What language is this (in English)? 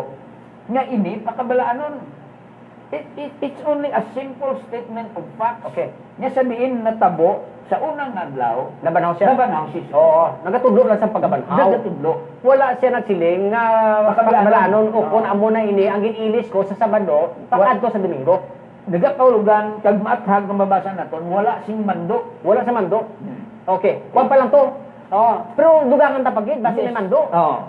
Hiligaynon